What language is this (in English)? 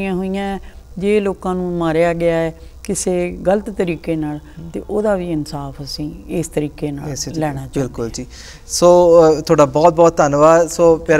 Punjabi